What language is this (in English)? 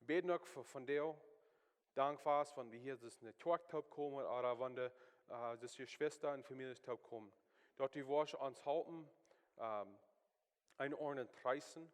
Plautdietsch